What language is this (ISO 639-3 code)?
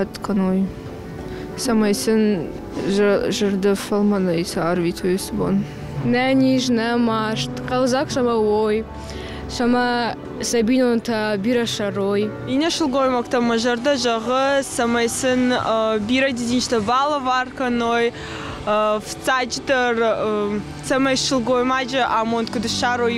oss